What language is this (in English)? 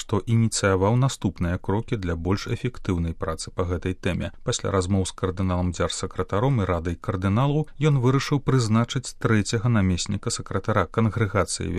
Belarusian